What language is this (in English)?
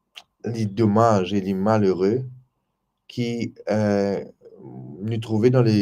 Morisyen